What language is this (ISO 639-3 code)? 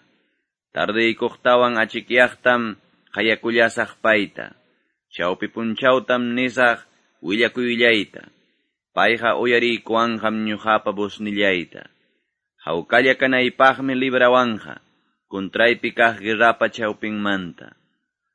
que